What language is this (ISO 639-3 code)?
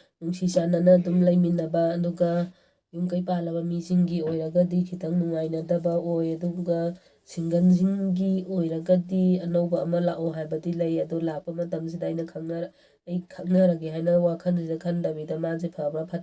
mni